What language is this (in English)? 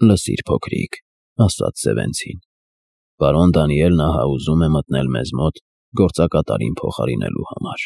Armenian